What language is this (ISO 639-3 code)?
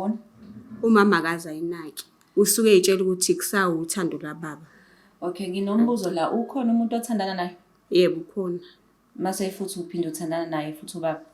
zul